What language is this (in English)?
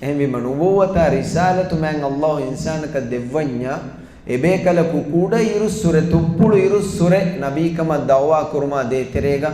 Divehi